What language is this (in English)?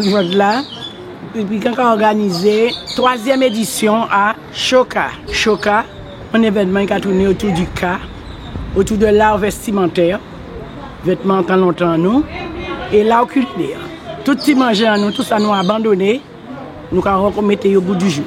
Guadeloupean Creole French